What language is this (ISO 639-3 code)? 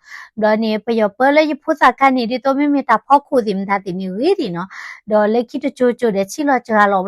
ksw